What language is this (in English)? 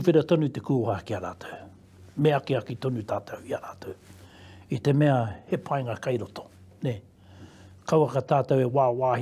Māori